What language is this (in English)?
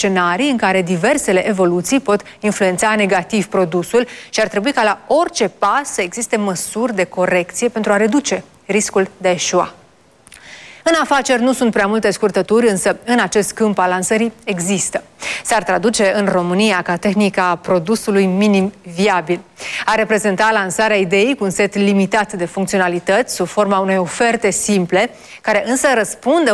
Romanian